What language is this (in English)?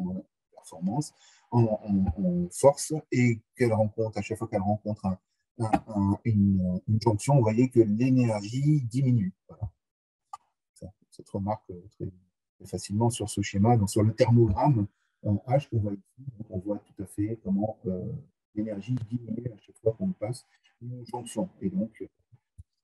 French